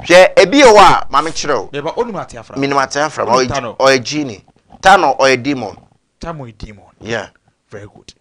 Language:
Akan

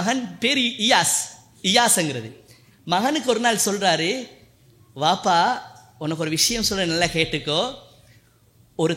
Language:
Tamil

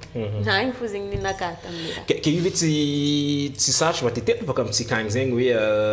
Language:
Malagasy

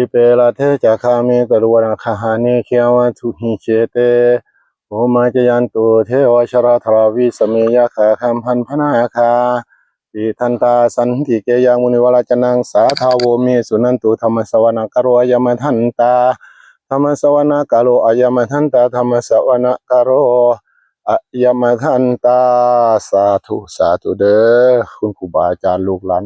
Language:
Northeastern Thai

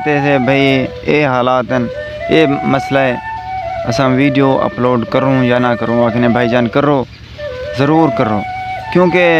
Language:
Saraiki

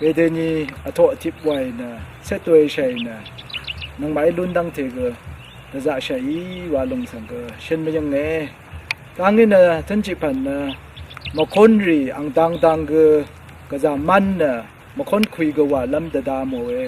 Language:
Rawang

